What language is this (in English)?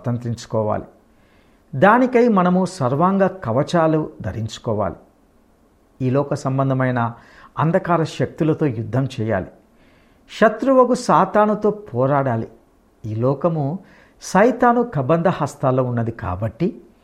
Telugu